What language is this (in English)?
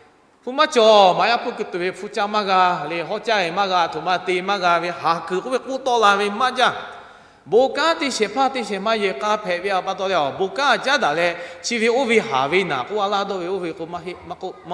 Lahu